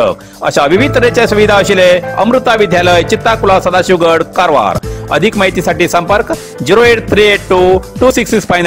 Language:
Konkani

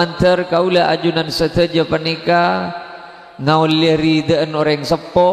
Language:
Madurese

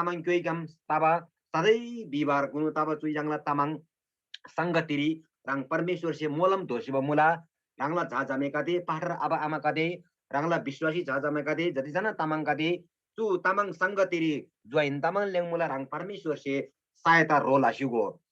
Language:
Eastern Tamang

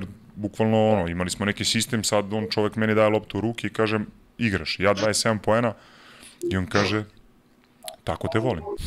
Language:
Serbian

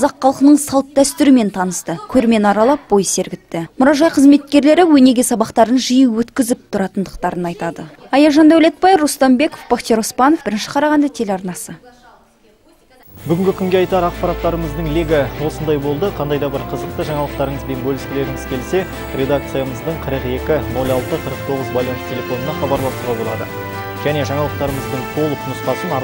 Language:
Kazakh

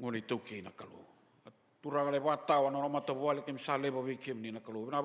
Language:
Fijian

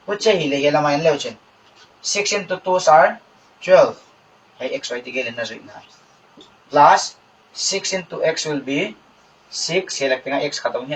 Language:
Paite Chin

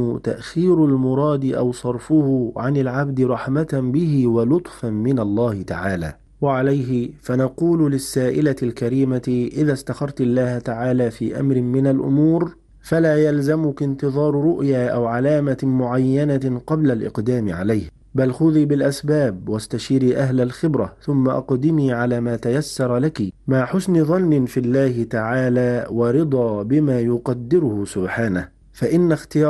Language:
Arabic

